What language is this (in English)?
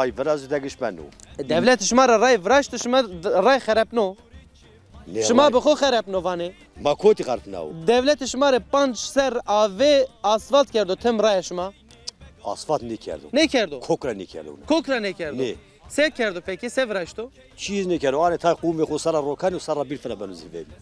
Zaza